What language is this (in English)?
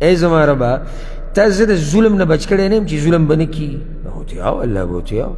Pashto